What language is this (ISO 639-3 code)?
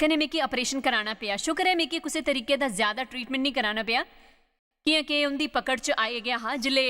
doi